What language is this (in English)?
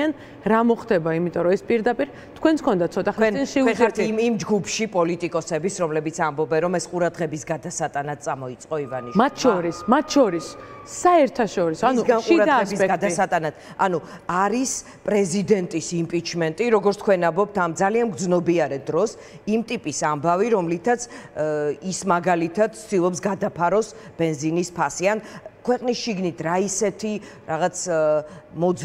Georgian